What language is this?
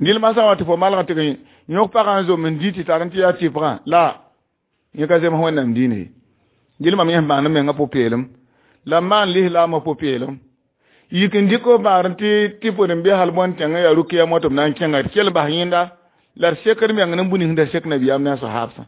Mossi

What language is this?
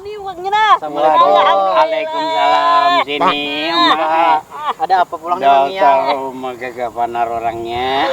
Banjar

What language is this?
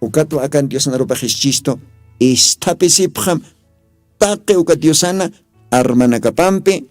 Aymara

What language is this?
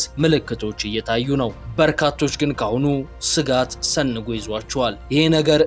Amharic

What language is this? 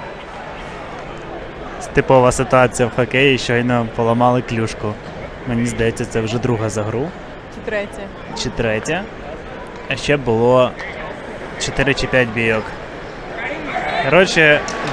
Ukrainian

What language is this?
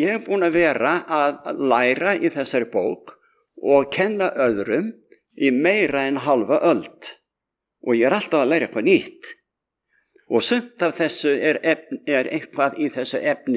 Icelandic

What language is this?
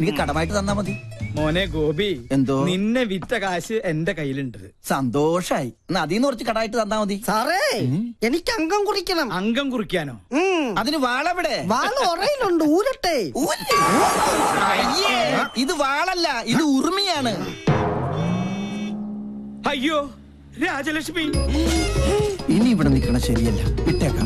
Malayalam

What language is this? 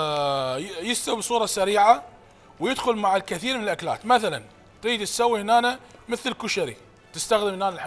Mesopotamian Arabic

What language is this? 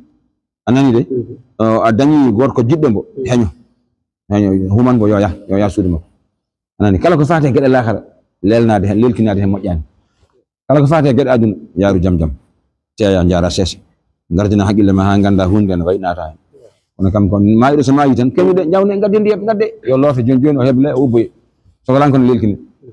Fula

